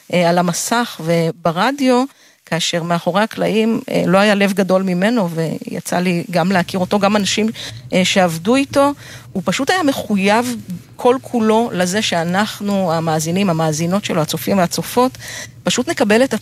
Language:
Hebrew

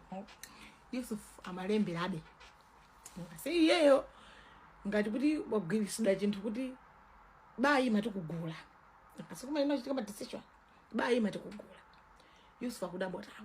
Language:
Nyanja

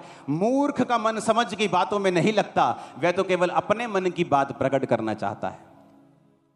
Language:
Hindi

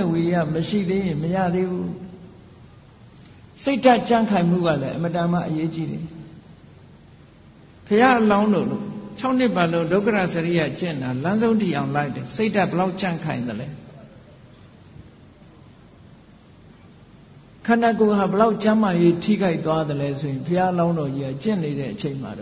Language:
Burmese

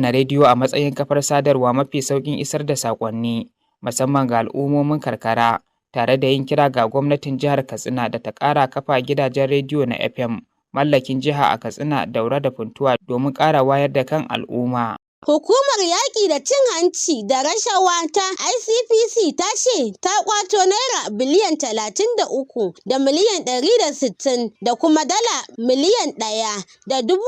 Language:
Hausa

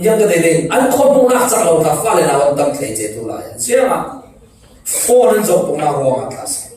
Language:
Falam Chin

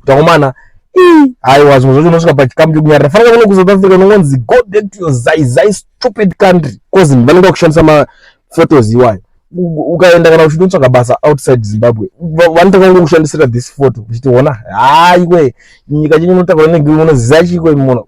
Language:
Shona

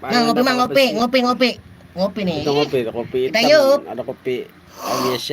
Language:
Betawi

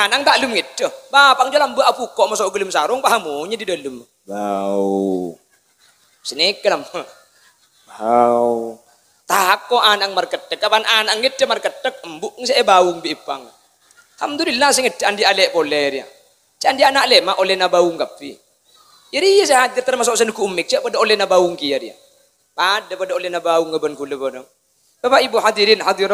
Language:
Madurese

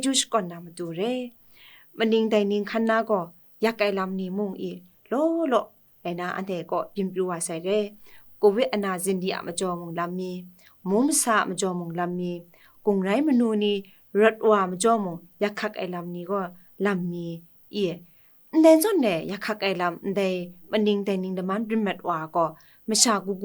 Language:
Kachin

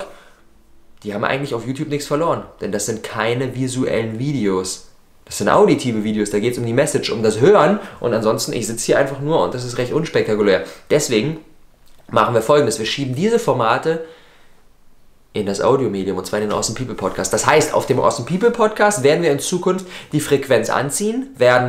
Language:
German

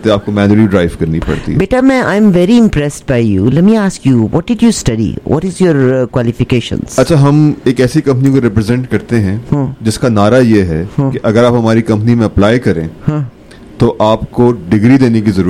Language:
Urdu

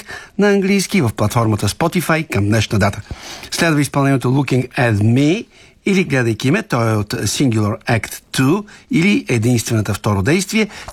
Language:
Bulgarian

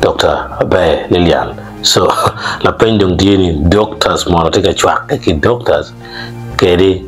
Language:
Acoli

